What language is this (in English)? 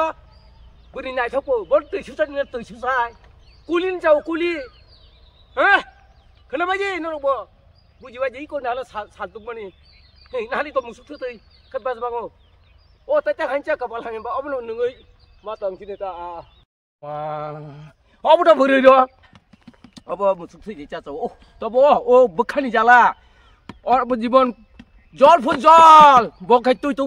Kok Borok